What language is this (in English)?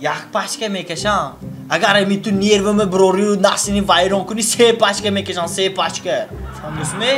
Tajik